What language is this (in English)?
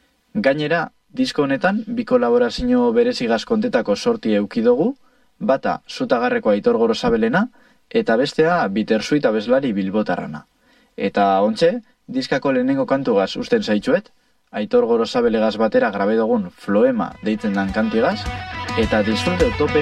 Basque